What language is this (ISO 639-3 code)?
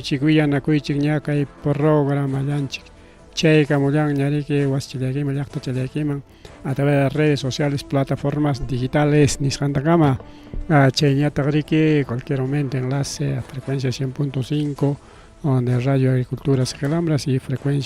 quy